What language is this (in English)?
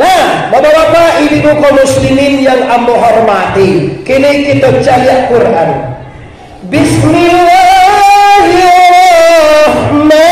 Minangkabau